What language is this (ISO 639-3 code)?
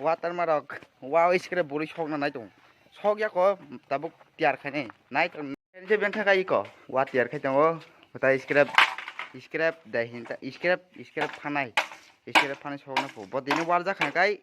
trp